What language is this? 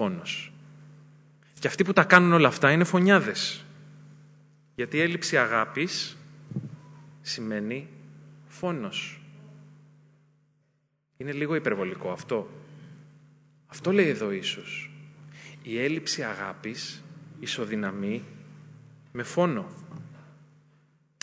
Greek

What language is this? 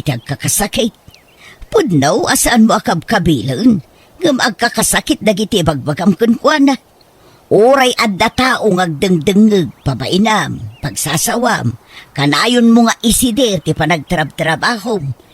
Iloko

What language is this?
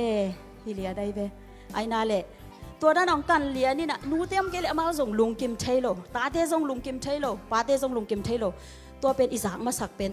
Tedim Chin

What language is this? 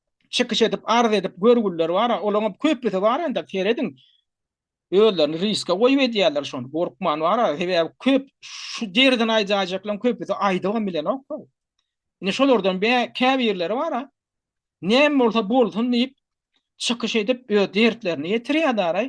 Turkmen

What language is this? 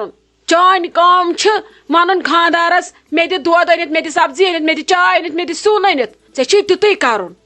Kashmiri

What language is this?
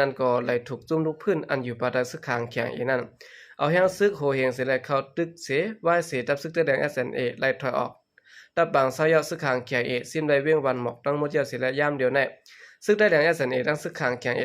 Shan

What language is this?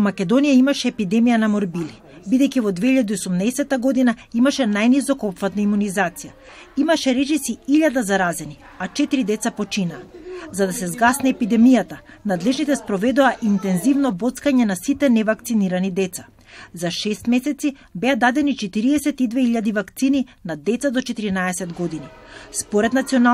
Macedonian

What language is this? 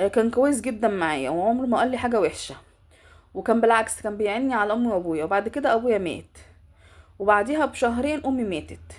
Egyptian Arabic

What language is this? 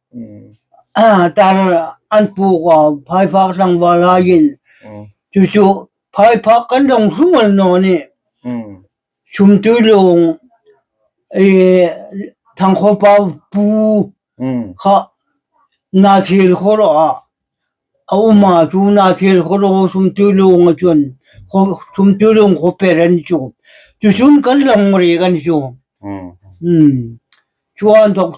Hmar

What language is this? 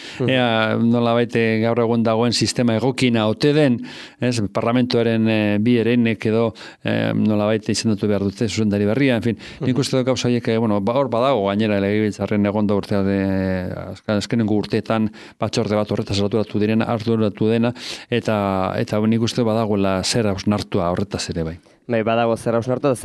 Basque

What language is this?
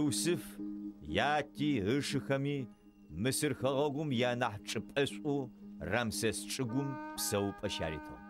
Adyghe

